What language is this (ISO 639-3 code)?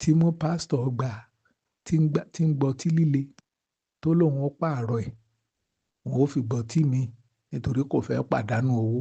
yor